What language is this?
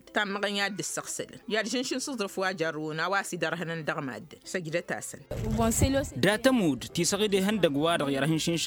Tamasheq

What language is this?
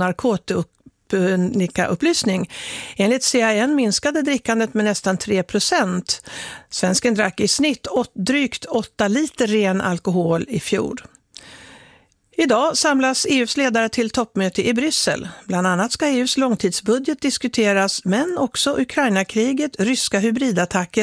Swedish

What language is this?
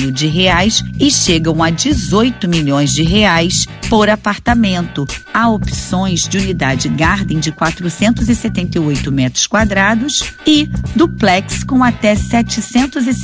Portuguese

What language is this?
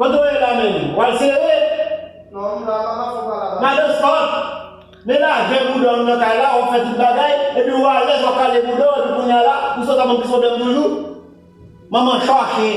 Haitian Creole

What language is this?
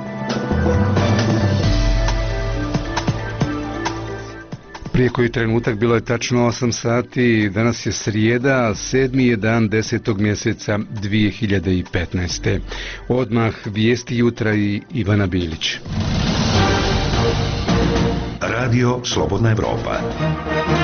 Bosnian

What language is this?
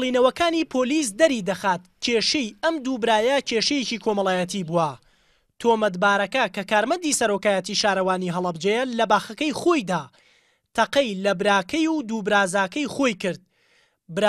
Central Kurdish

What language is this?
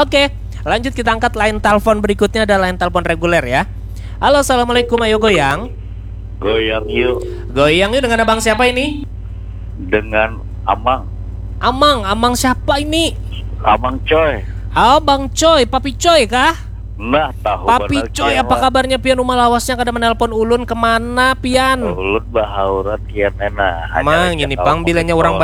Banjar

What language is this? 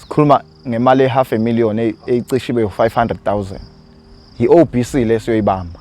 Zulu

